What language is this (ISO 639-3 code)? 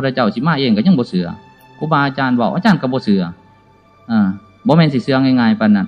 lao